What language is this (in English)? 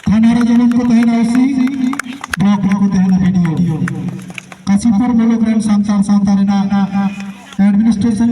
Santali